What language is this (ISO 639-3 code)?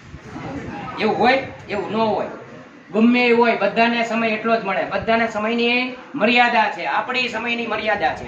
guj